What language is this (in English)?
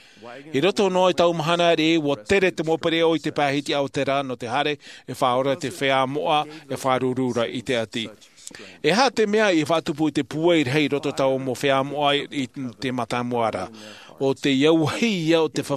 Tahitian